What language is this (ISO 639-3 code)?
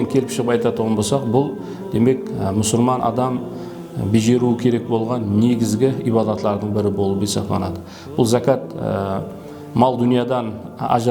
kaa